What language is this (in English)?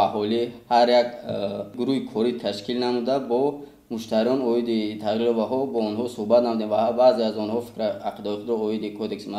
Tajik